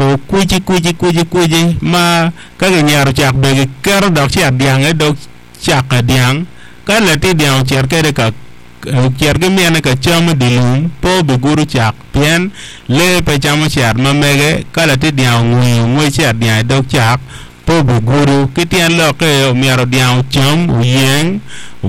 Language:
Acoli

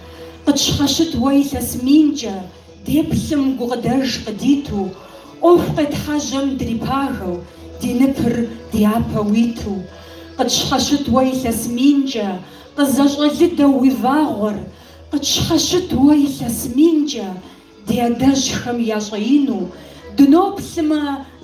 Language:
Kabardian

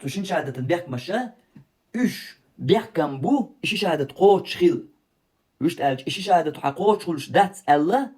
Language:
Chechen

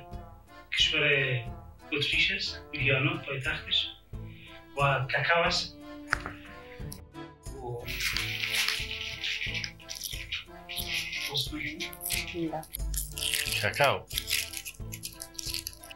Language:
Persian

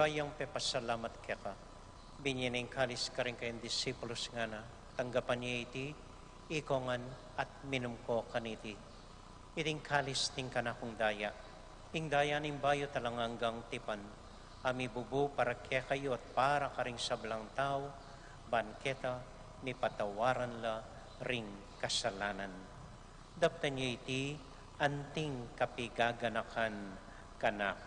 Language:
Pampanga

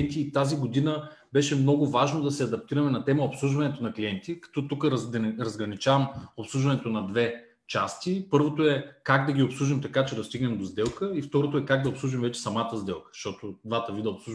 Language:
Bulgarian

